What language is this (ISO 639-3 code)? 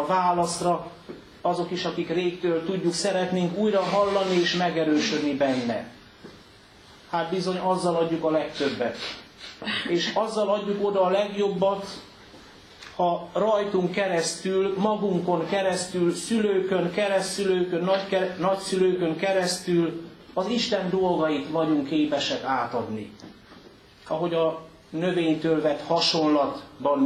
hun